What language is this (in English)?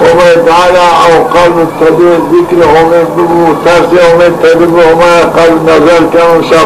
Zaza